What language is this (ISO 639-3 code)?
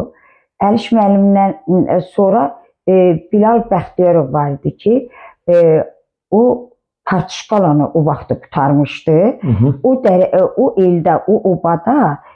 aze